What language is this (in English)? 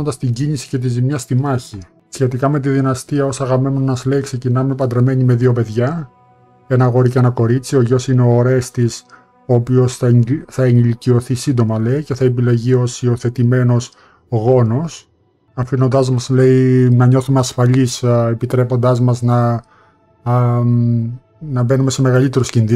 Greek